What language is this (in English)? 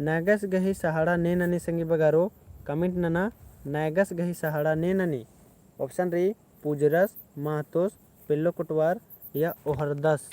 Kurukh